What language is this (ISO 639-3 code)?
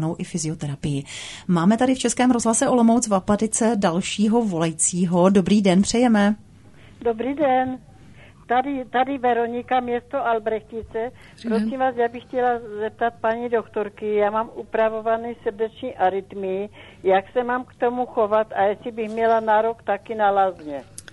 ces